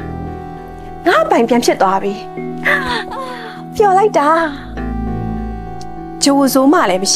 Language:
Burmese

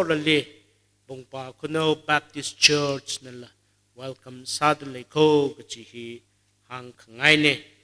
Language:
Tangkhul Naga (India)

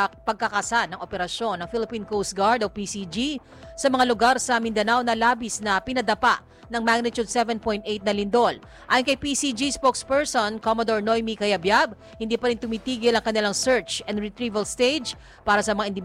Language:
Filipino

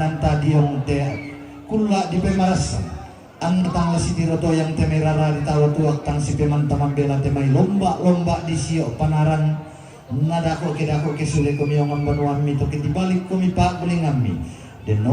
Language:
Toraja-Sa'dan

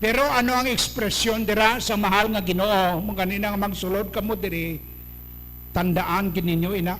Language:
Hiligaynon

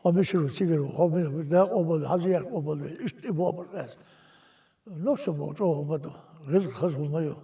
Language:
Chechen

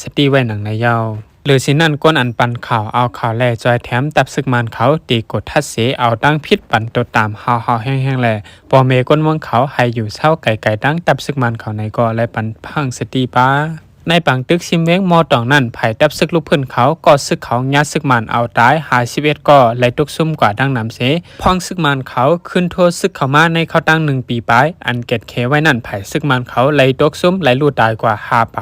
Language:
Shan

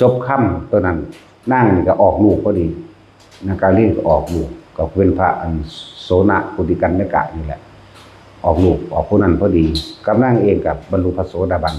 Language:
Lao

